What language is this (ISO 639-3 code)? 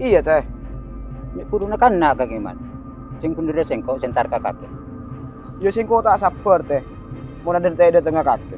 mad